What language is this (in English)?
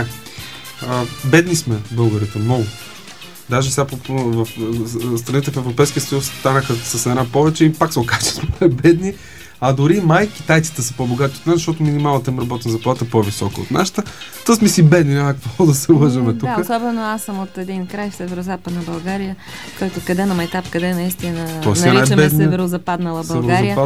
Bulgarian